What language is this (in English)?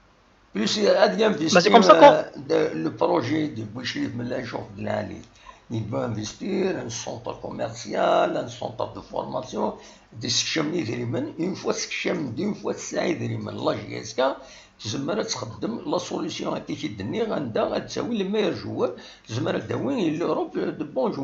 Kabyle